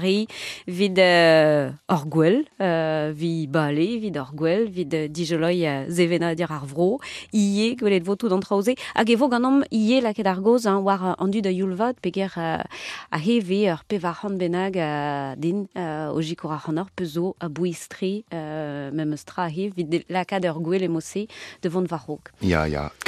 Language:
Breton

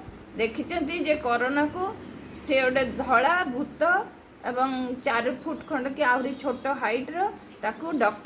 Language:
Odia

